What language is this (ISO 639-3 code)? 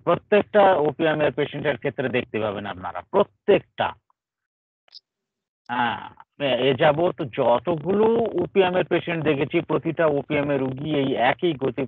ben